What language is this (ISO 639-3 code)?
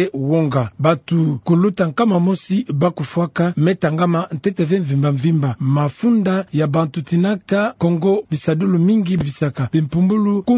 ktu